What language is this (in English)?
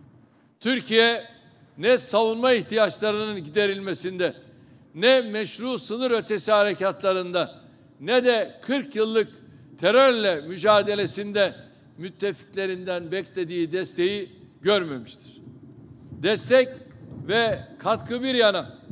Turkish